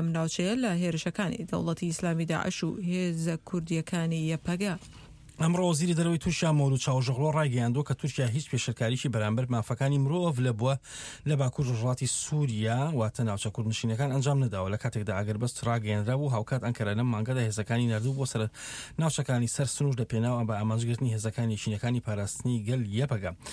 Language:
Central Kurdish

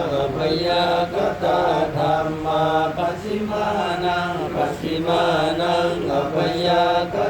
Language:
Pali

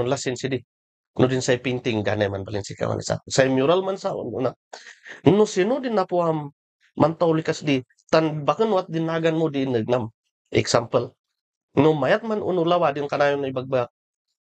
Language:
Kankanaey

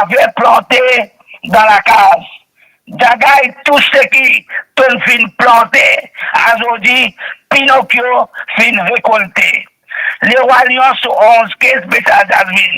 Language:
Morisyen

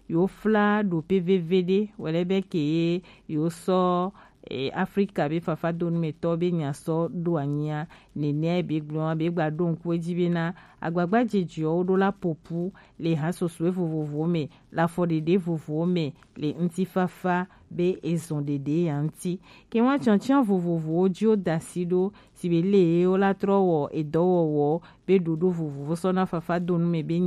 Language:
Gen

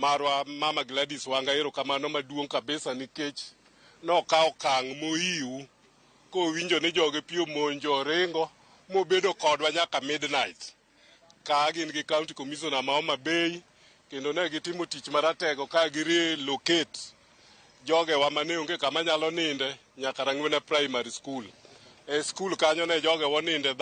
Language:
Luo (Kenya and Tanzania)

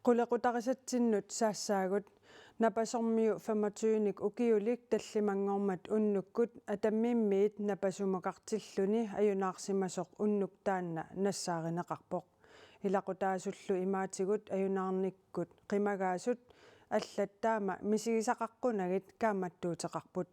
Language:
Kalaallisut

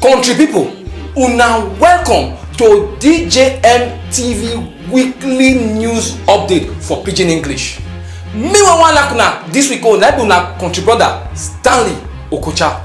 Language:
Nigerian Pidgin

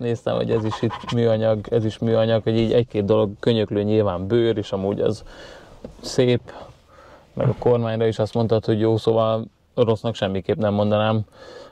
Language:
Hungarian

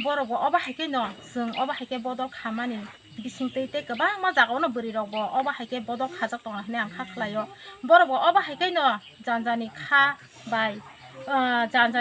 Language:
Kok Borok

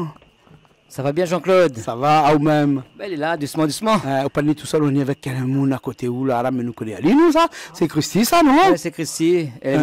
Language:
Réunion Creole French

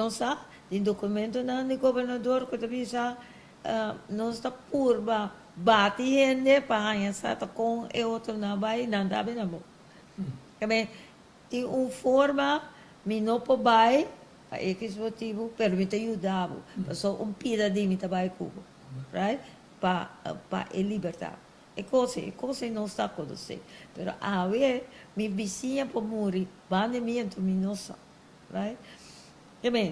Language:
Papiamento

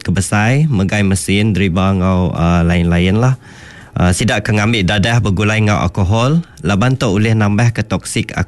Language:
Iban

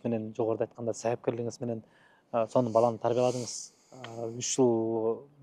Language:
Kyrgyz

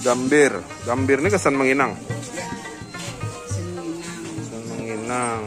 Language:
Banjar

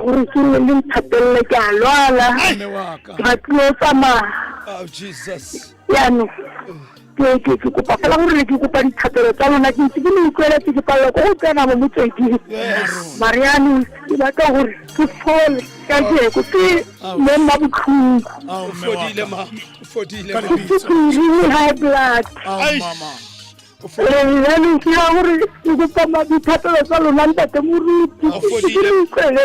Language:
Tswana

